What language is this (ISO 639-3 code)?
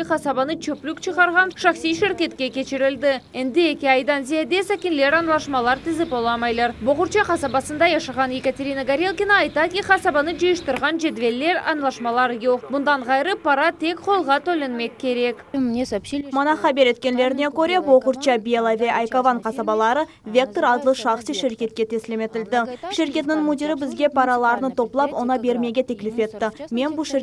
crh